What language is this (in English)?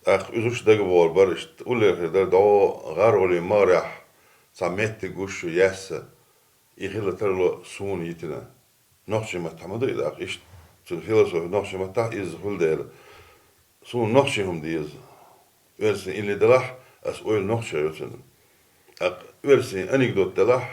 Chechen